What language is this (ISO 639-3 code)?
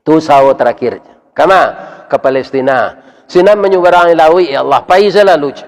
min